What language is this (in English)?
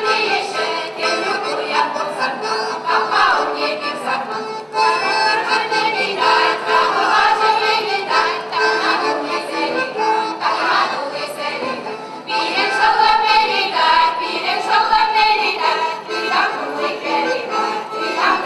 Chuvash